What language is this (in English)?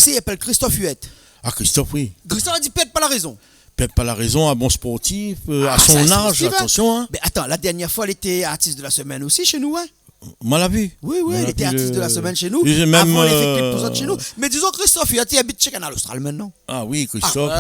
Réunion Creole French